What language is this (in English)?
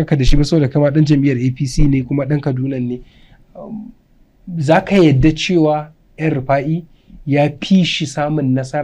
Hausa